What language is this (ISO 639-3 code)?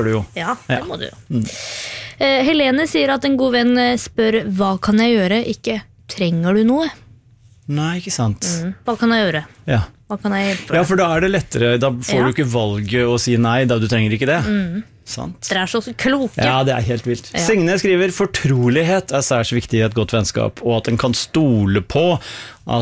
nor